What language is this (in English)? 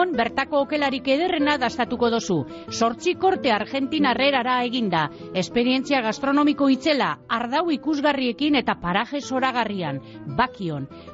Basque